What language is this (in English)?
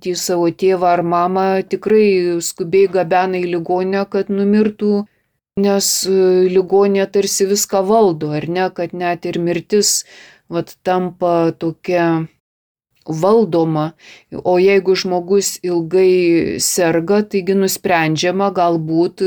Lithuanian